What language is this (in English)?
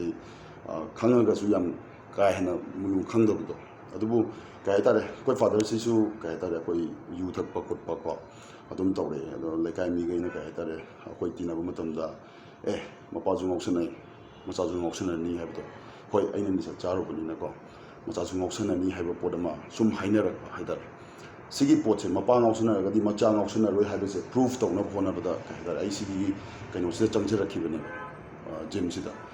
Manipuri